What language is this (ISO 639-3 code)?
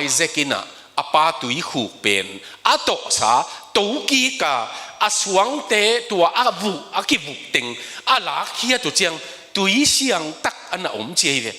ctd